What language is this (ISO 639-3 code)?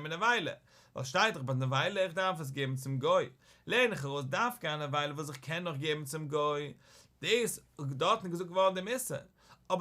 yid